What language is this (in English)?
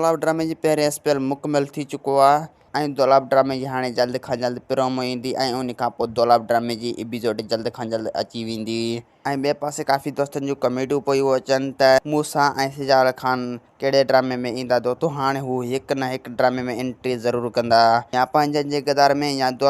Sindhi